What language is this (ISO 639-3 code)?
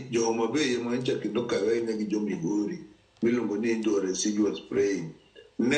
luo